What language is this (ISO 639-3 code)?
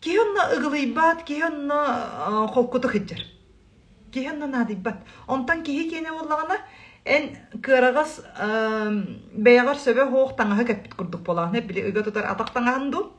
sah